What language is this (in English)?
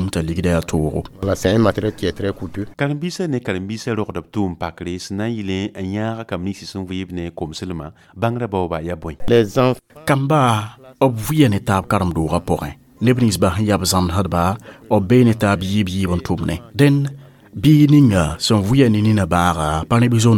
Mossi